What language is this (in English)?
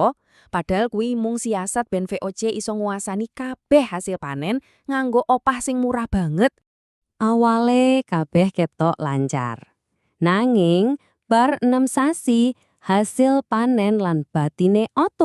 Javanese